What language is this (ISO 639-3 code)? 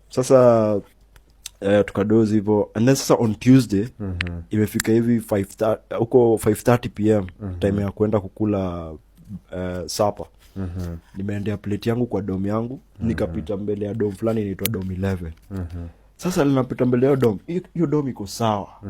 swa